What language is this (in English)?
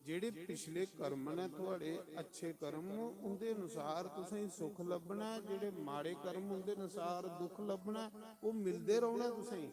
Dogri